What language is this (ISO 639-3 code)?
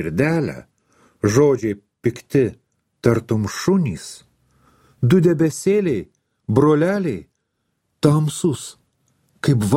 lit